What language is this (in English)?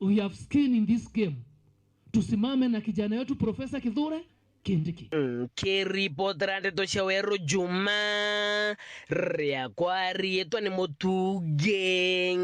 Meru